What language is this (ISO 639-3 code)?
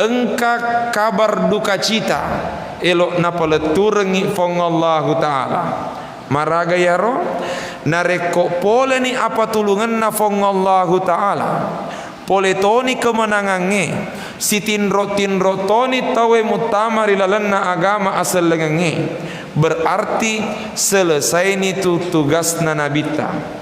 bug